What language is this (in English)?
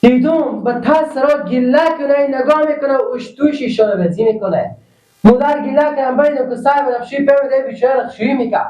Persian